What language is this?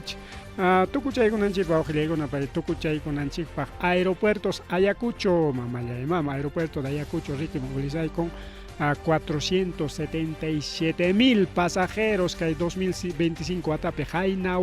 Ayacucho Quechua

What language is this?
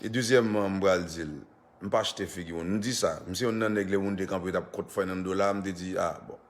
Haitian Creole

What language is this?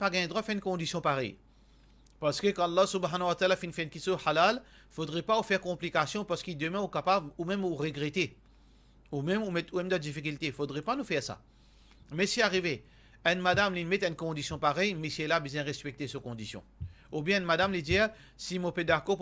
Morisyen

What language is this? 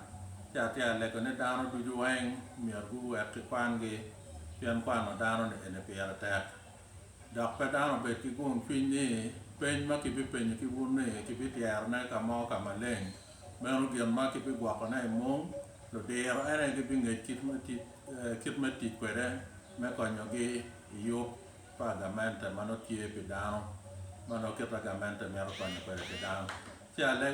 Acoli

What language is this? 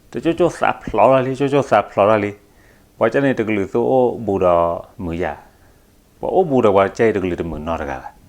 S'gaw Karen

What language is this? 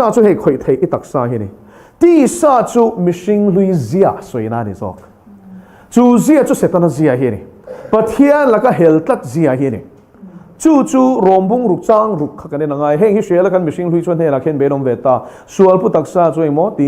Mizo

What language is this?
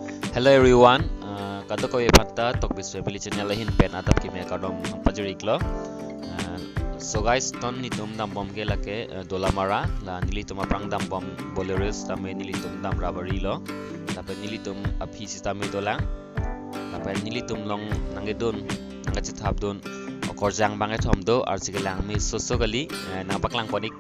Karbi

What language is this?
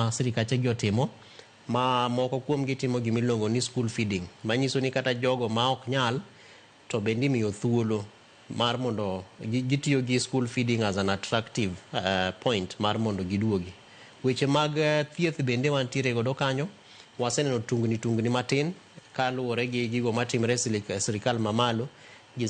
Luo (Kenya and Tanzania)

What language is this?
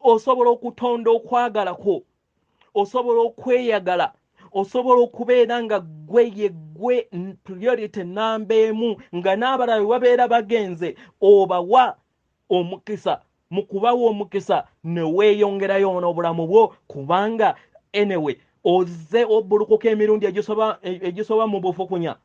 Ganda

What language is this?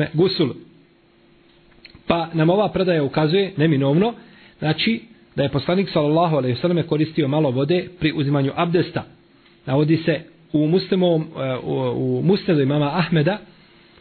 Bosnian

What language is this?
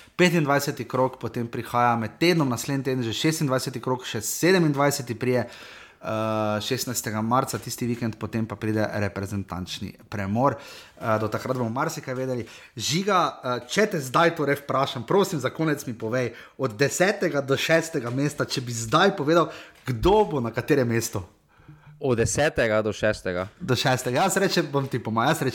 Slovenian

